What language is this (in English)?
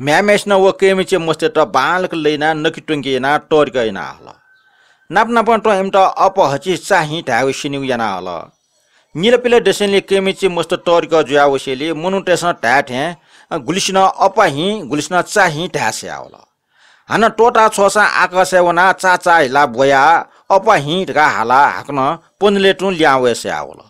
Newari